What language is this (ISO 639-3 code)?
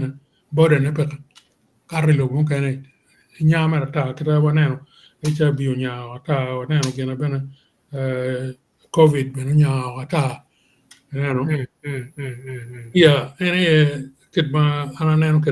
ach